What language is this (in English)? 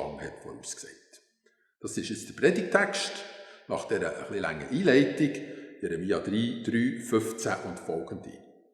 Swiss German